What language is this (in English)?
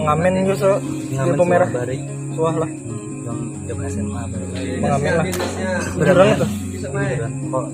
Banjar